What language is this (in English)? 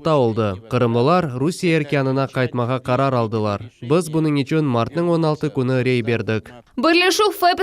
Crimean Tatar